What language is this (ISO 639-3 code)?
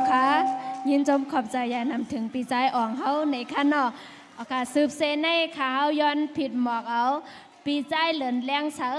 shn